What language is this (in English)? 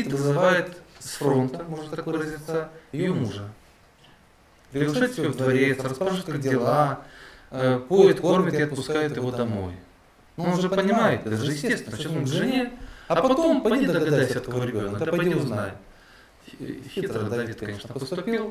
Russian